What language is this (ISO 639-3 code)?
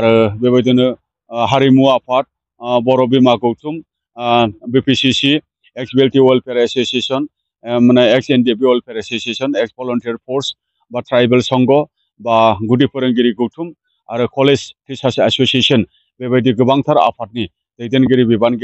brx